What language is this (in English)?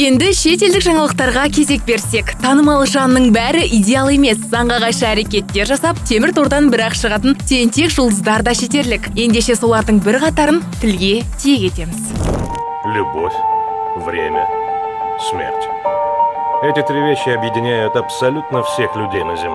Kazakh